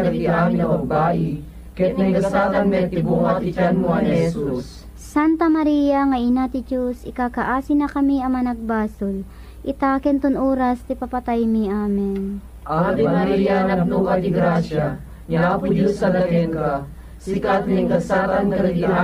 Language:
Iloko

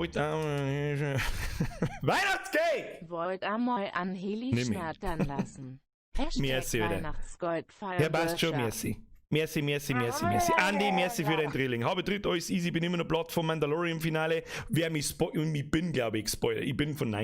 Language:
Bavarian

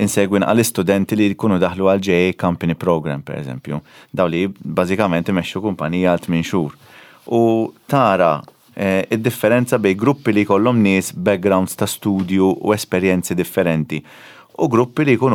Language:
Maltese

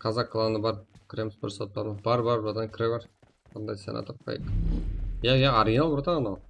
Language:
Kara-Kalpak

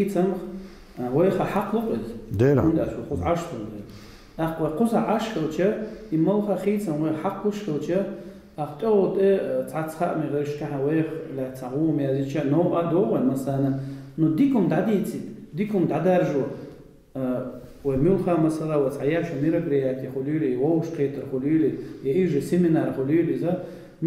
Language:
Chechen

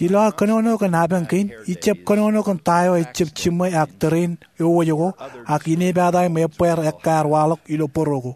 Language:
Marshallese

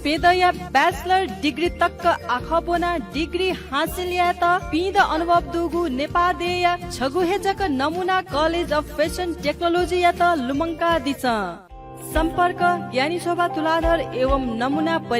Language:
Newari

